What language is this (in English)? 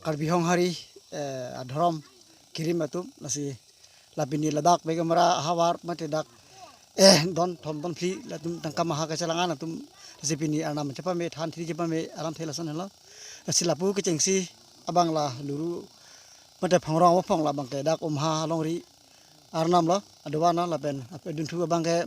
Karbi